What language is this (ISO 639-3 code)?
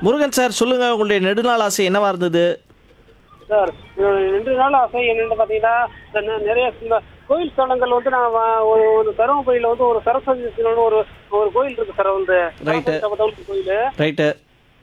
tam